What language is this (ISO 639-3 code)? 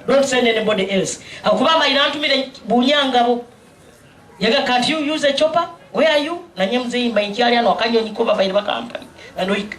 nyn